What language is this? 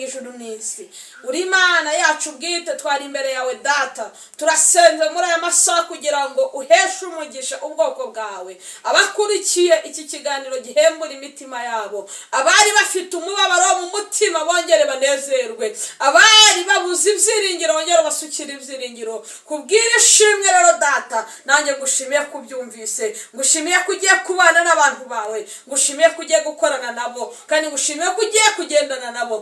Kinyarwanda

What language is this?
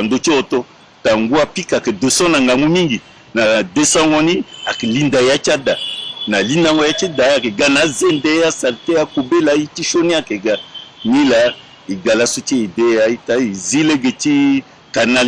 Sango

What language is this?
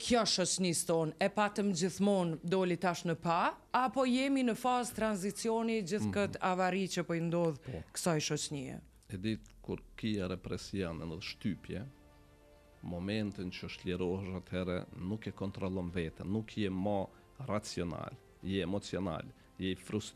Albanian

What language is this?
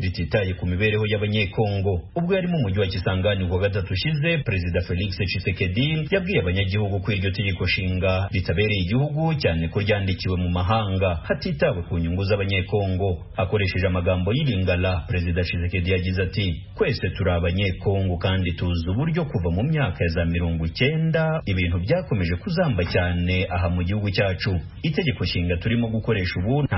Kinyarwanda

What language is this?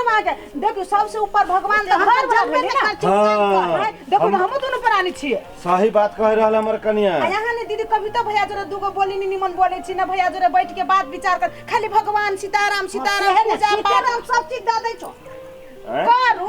Maithili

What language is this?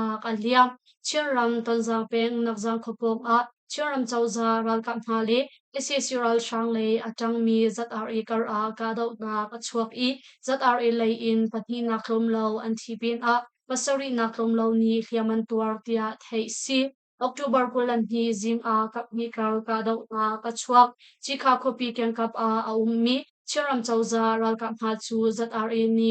Hakha Chin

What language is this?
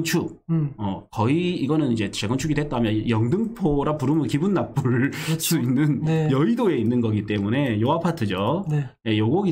Korean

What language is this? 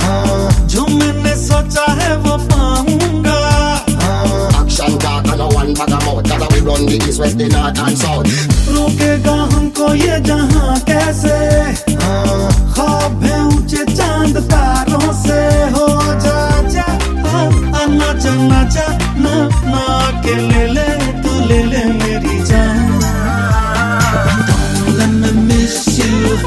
Hindi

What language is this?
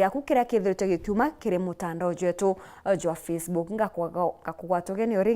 Meru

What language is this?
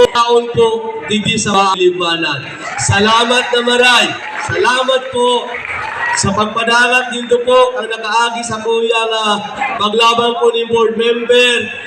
Bikol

